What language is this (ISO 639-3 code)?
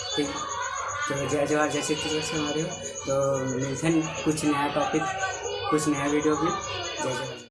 hne